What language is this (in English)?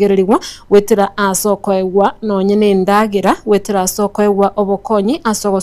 Gusii